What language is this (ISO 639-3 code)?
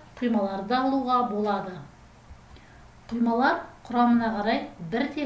kaz